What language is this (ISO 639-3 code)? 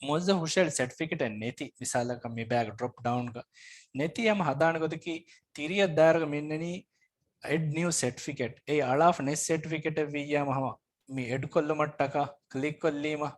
div